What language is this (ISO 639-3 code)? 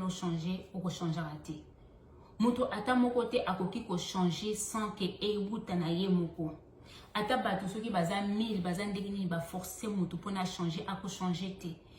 lin